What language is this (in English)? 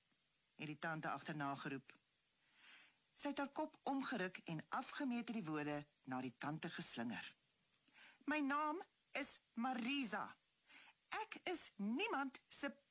Afrikaans